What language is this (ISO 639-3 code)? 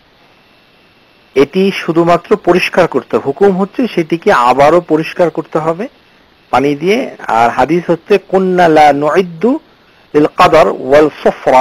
ben